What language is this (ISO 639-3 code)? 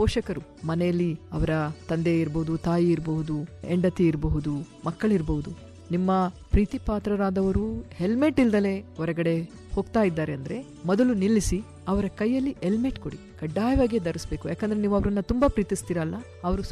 kan